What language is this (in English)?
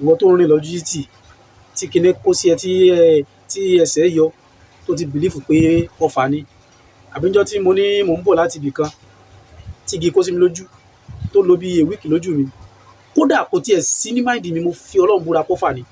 Yoruba